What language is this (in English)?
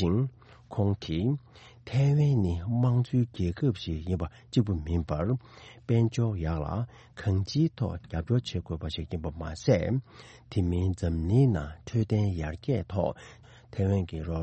Tibetan